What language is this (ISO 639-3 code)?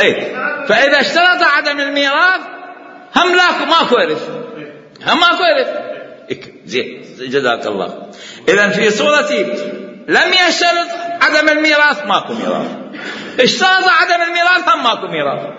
acm